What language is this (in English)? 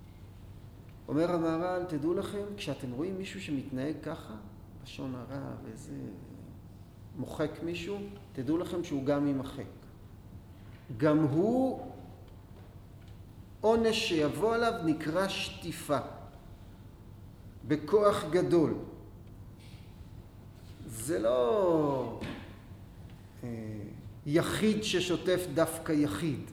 Hebrew